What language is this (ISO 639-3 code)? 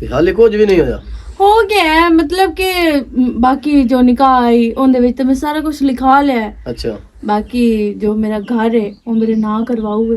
lah